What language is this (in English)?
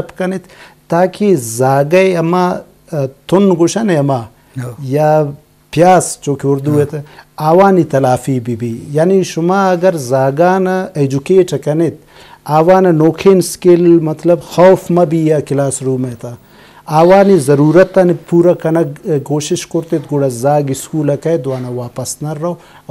Eastern Balochi